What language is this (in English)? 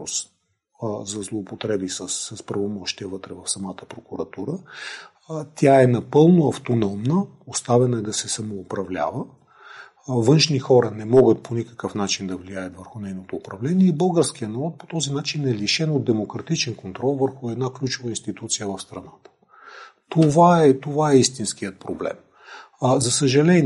Bulgarian